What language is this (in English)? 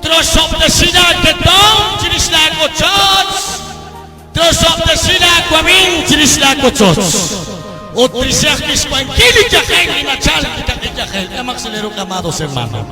Kekchí